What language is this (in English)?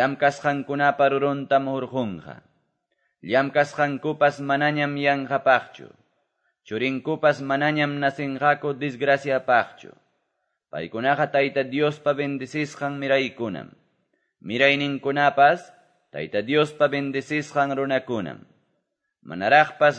Quechua